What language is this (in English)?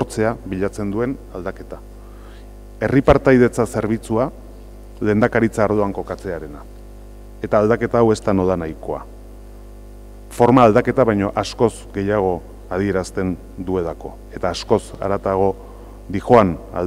Basque